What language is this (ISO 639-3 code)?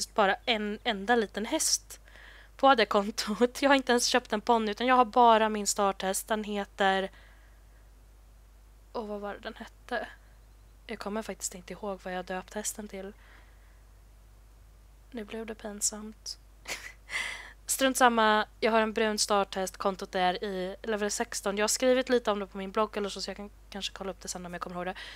swe